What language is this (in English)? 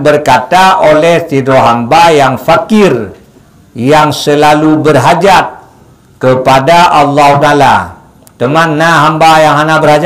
Achinese